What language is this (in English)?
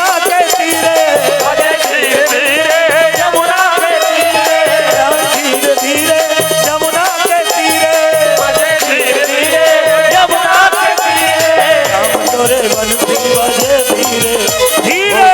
Chhattisgarhi